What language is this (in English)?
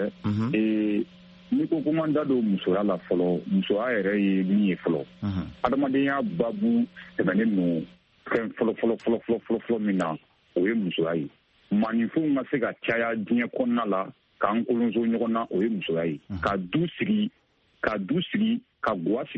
Bambara